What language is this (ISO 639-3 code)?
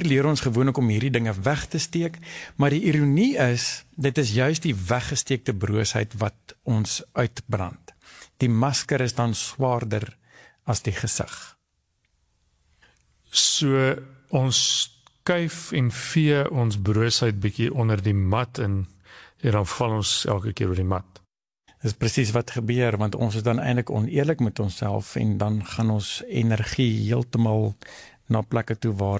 afr